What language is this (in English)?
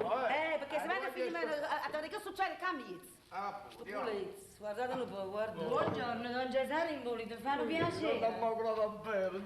Neapolitan